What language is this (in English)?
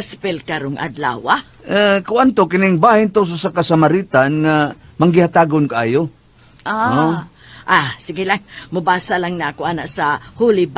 Cebuano